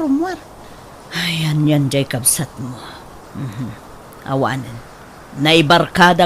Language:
Iloko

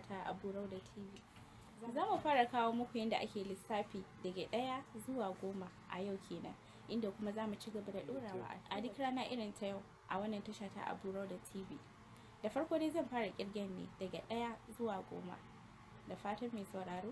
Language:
Hausa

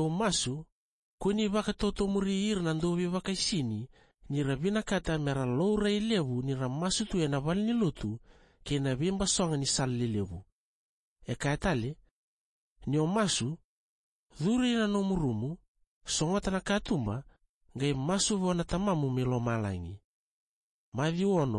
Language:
Fijian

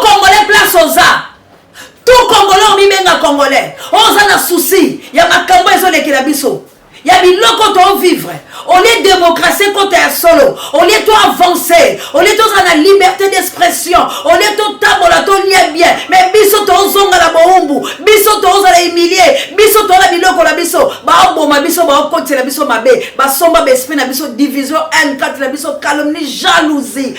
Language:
Lingala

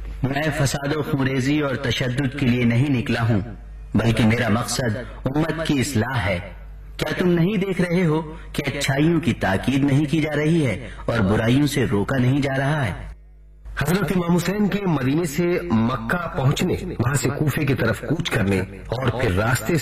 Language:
Urdu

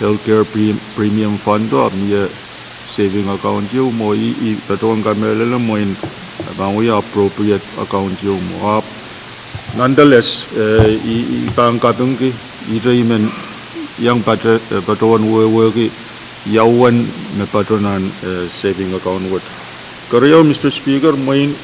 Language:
Pohnpeian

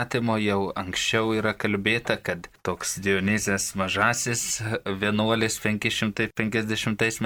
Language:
Lithuanian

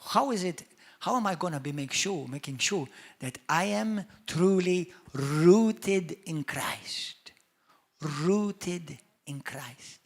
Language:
English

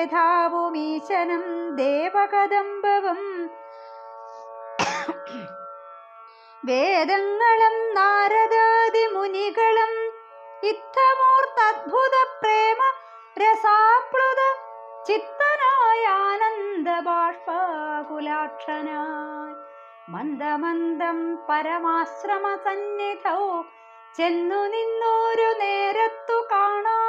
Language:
Malayalam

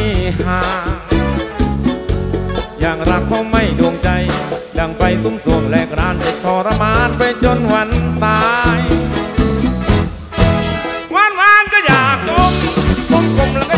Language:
Thai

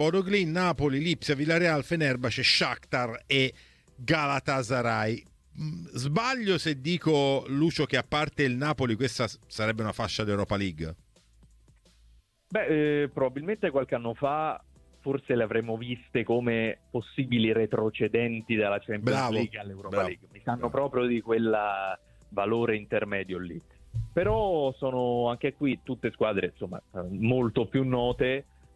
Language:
Italian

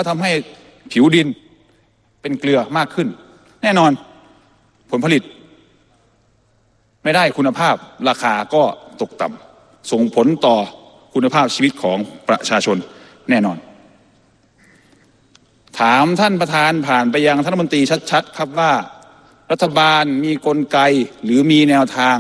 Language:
Thai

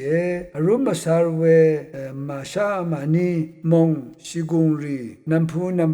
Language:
Rawang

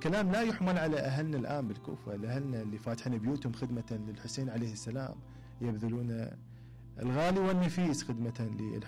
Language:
Mesopotamian Arabic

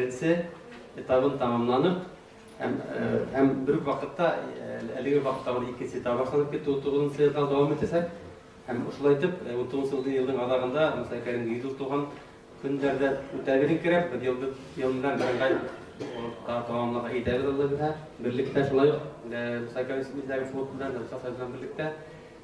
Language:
Bashkir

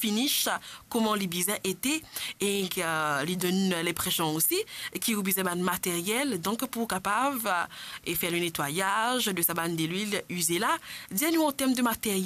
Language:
Morisyen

